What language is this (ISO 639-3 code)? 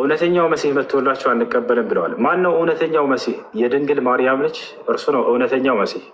amh